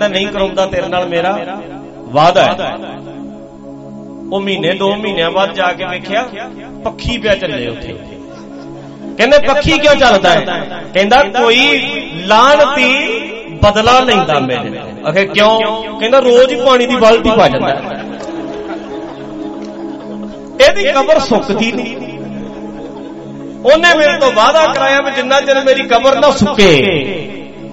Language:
Punjabi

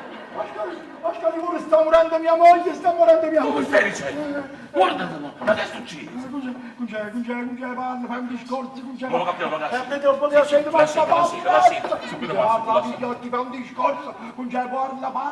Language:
Neapolitan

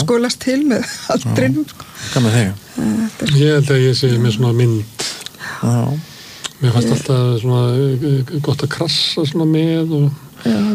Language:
Icelandic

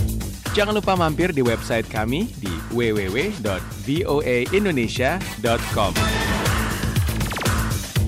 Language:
Indonesian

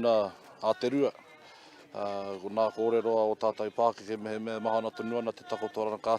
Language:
Māori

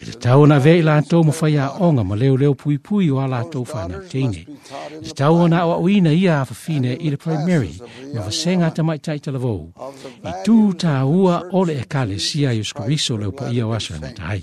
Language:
Samoan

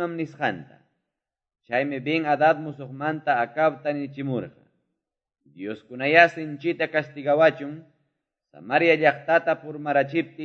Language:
Quechua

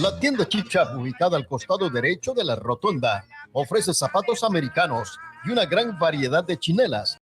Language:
Mískito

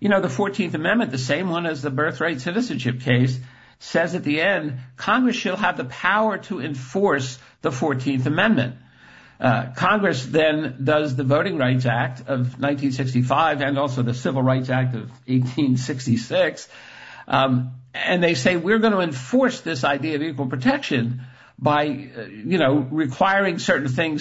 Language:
English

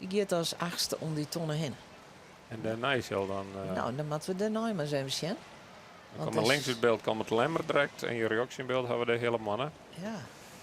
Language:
Western Frisian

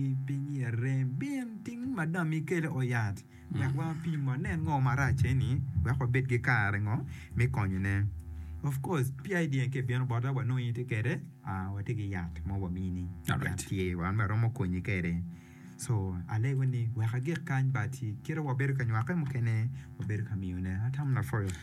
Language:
Acoli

